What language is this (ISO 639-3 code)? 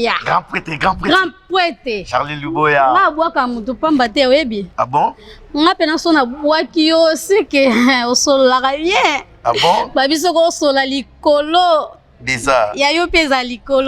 lin